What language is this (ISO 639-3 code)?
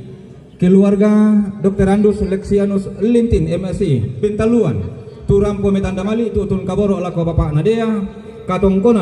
sda